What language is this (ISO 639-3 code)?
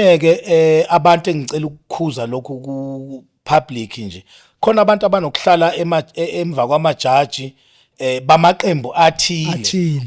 zul